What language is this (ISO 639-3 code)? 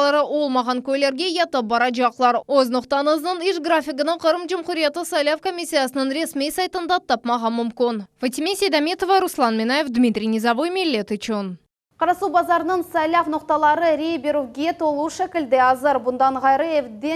crh